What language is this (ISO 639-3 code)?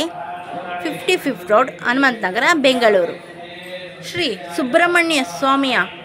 kan